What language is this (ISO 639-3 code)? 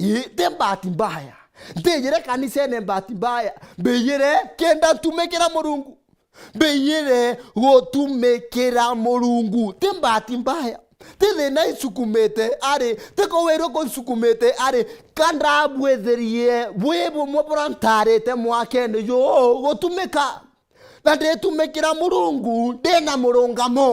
mer